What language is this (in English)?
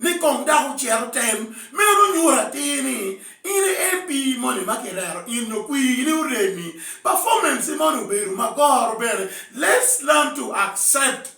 Acoli